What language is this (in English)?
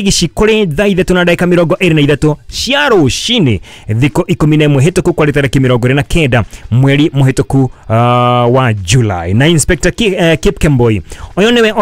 Kikuyu